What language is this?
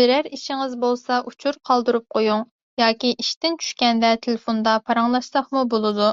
Uyghur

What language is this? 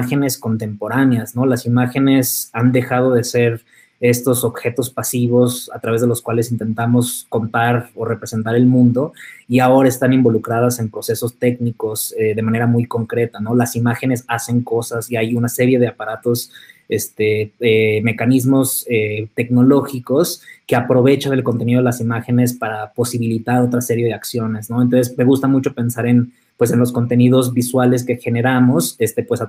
Spanish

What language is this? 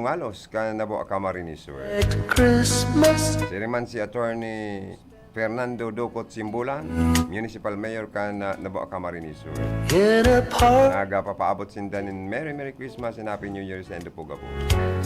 Bikol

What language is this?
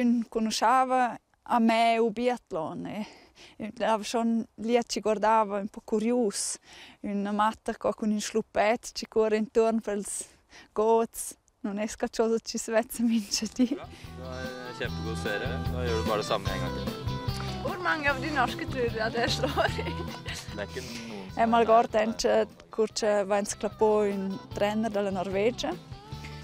Romansh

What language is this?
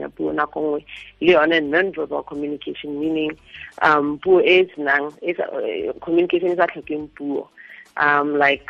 Tswana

